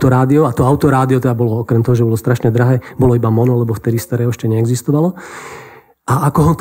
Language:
Slovak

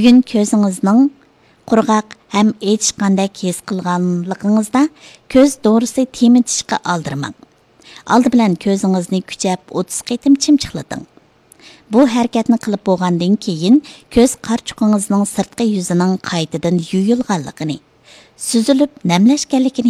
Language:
Uyghur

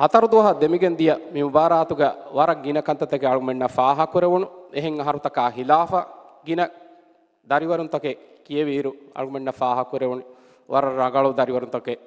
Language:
Divehi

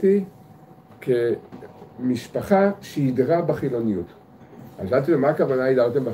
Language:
Hebrew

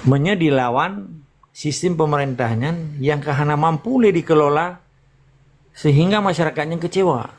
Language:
Achinese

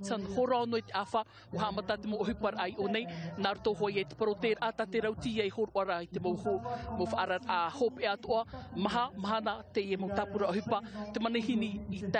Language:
Tahitian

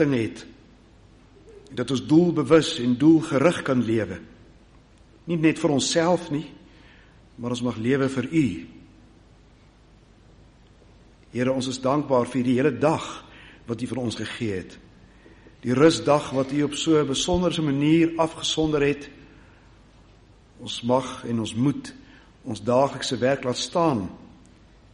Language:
Afrikaans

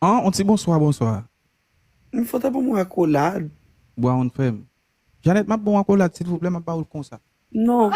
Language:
Haitian Creole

